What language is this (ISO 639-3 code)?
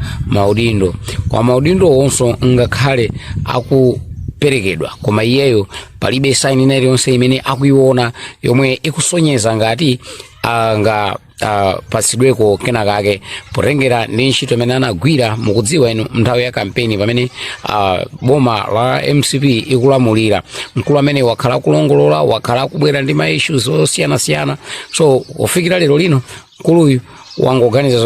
nya